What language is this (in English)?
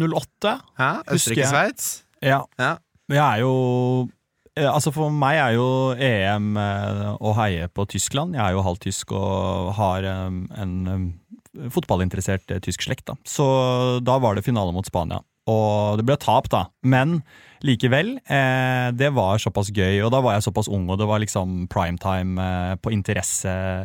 Norwegian